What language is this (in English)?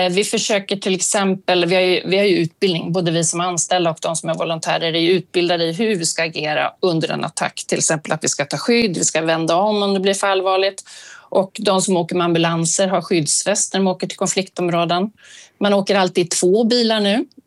Swedish